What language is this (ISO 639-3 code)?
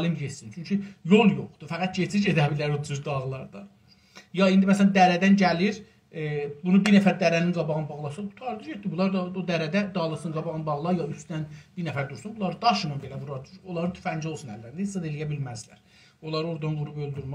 azb